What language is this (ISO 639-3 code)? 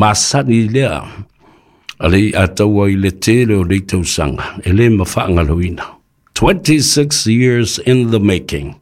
smo